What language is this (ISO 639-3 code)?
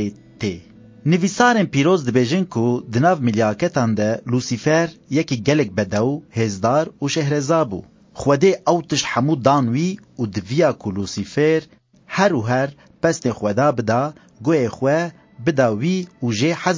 kur